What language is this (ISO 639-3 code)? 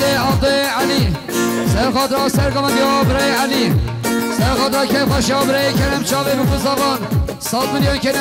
kur